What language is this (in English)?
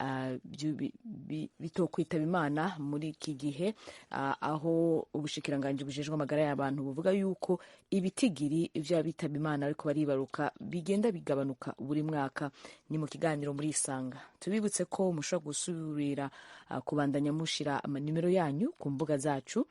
Rundi